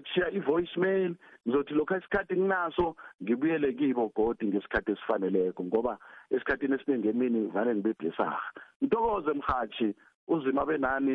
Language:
South Ndebele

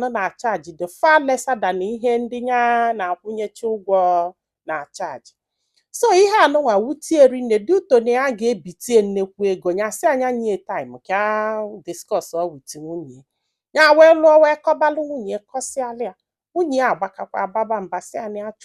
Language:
Igbo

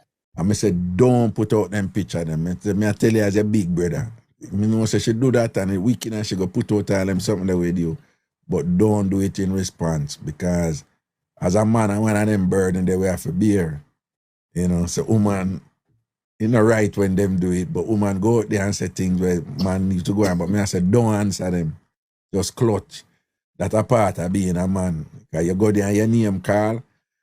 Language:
Jamaican Creole English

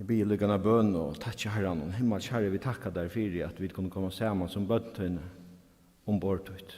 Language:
Faroese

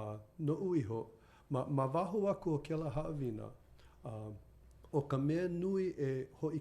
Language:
Hawaiian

